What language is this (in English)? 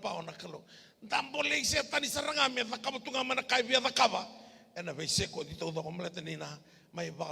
Fijian